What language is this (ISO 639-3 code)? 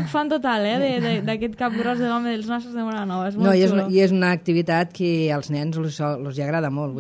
cat